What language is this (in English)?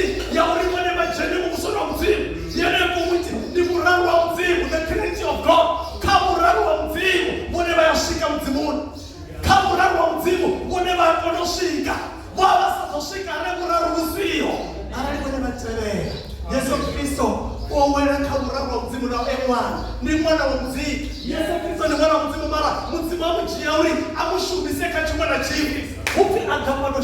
Venda